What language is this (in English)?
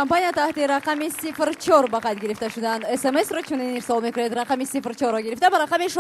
Tajik